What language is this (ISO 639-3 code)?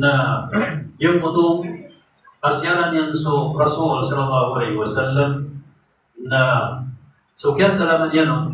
mrw